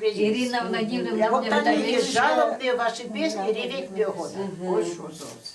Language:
Udmurt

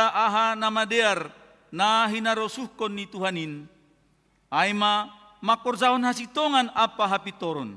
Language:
Batak Simalungun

